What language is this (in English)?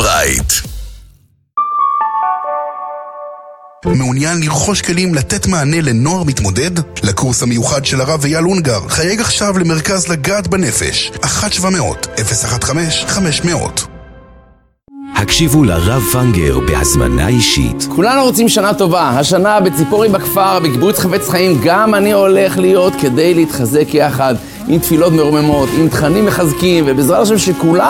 Hebrew